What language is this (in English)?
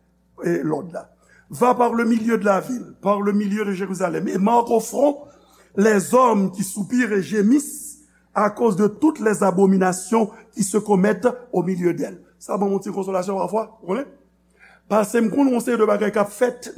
Haitian Creole